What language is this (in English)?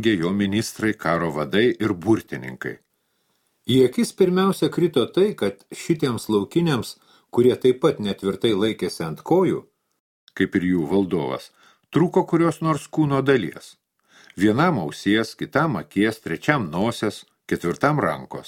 Lithuanian